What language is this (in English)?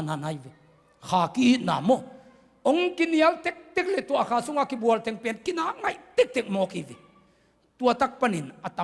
Tedim Chin